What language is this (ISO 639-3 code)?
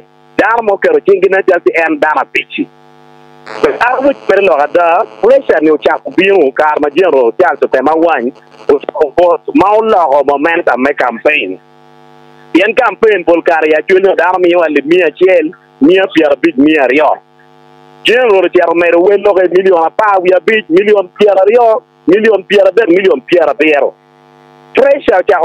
ach